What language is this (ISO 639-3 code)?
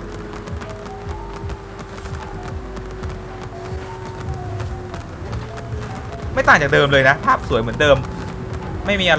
tha